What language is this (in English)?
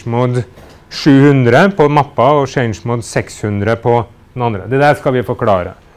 Norwegian